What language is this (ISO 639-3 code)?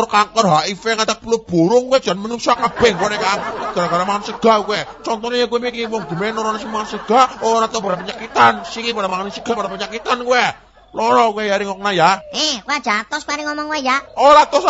jav